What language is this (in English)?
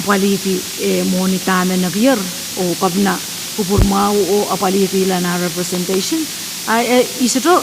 Pohnpeian